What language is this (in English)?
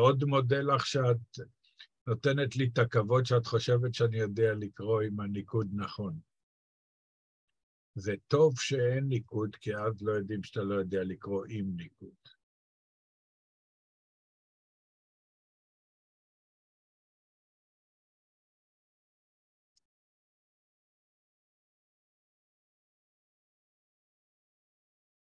Hebrew